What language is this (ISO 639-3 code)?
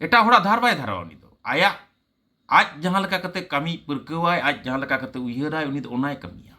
sat